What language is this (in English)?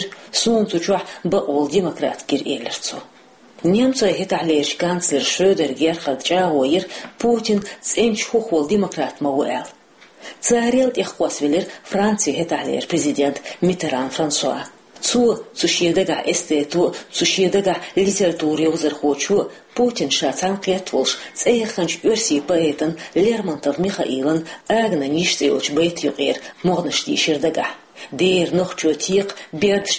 Chechen